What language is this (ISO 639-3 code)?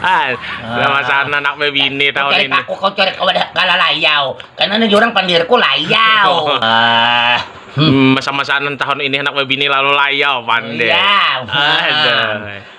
bjn